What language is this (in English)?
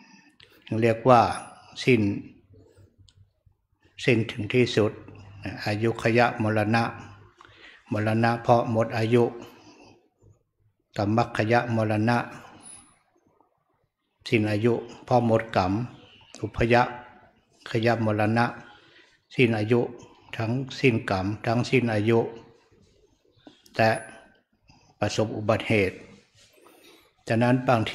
Thai